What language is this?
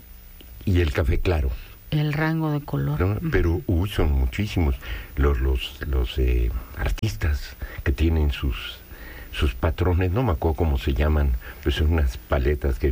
Spanish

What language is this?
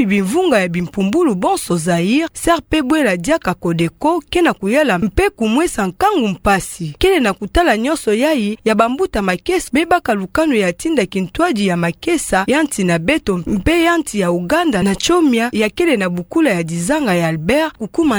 Kituba (Democratic Republic of Congo)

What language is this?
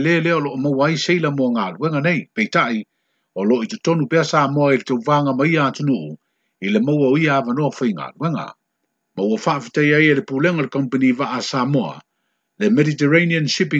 Samoan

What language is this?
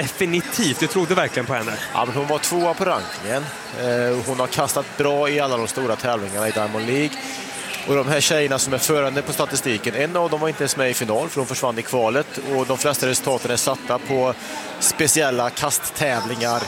Swedish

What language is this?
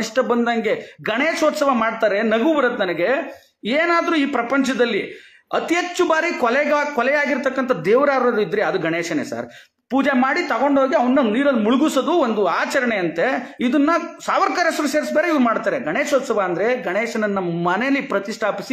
Kannada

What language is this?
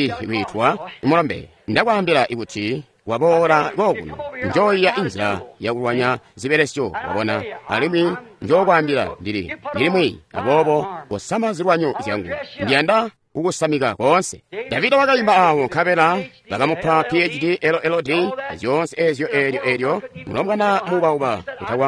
Tonga (Zambia)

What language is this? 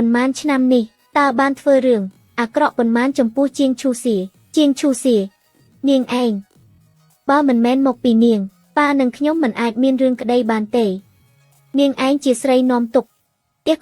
Khmer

